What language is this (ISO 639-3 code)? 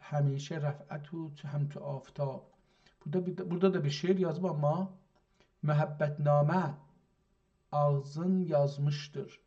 azb